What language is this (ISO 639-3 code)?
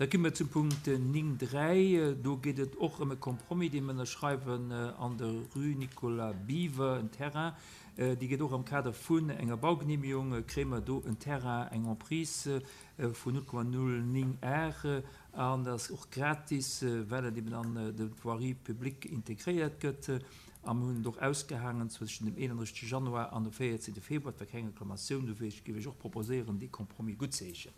ltz